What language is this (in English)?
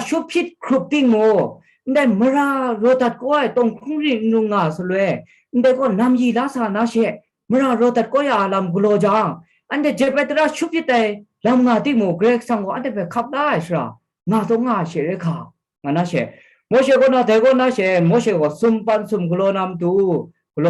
Kachin